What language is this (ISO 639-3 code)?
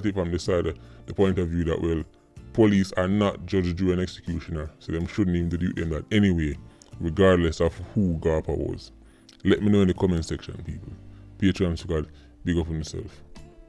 jam